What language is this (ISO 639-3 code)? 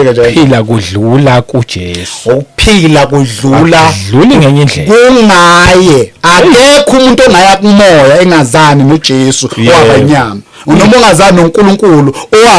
zul